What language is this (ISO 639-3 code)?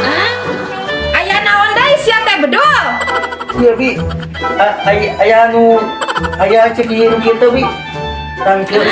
sun